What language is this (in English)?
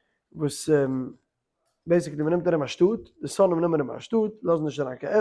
Yiddish